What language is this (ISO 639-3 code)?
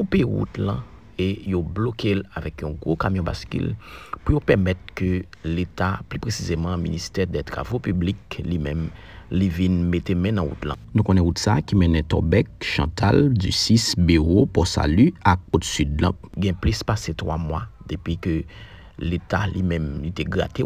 hat